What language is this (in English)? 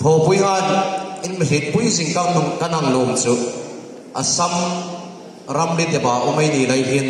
Hmar